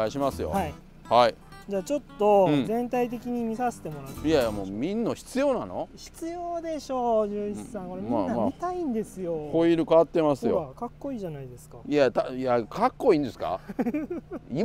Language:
Japanese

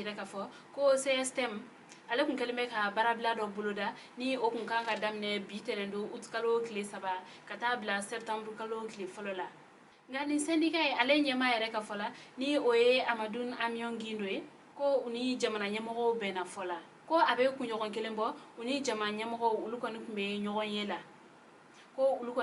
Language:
Bambara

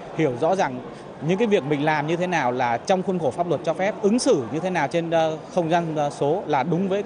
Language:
Vietnamese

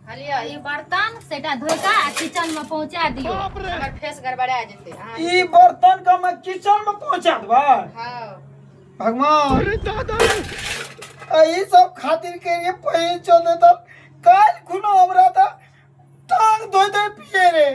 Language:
Maithili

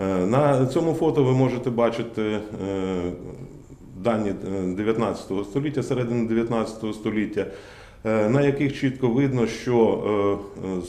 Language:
Ukrainian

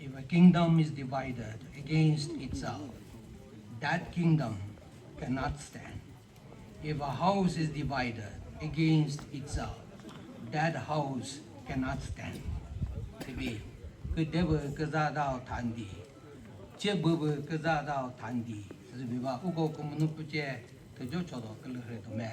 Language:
Chokri Naga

